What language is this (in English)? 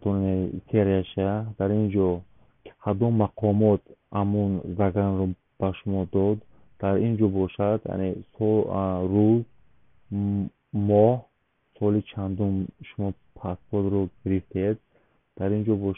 Tajik